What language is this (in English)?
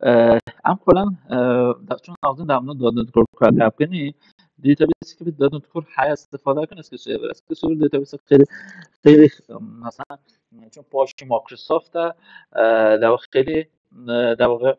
Kurdish